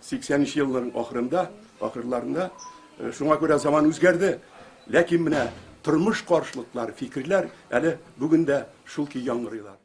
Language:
Tatar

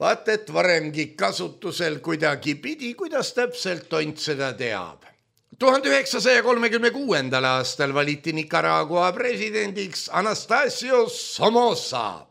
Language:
Estonian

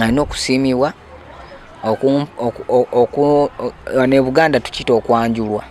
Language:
Ganda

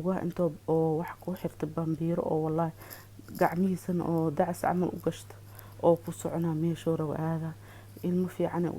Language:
Somali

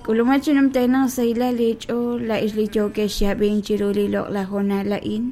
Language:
Kekchí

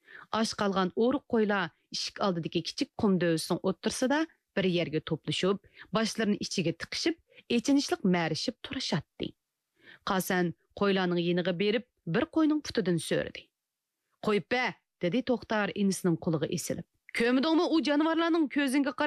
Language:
Uyghur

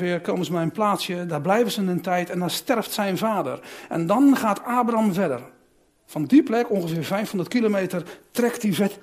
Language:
Dutch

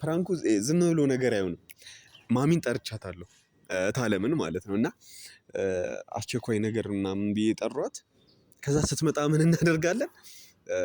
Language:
Amharic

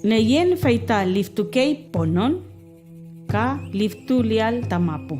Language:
Mapuche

